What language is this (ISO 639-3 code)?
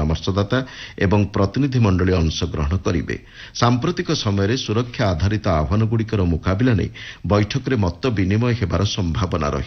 ori